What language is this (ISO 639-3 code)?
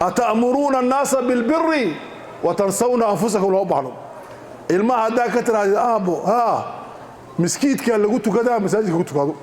som